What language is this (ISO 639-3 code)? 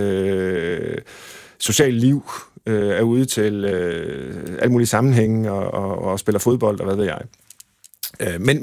dan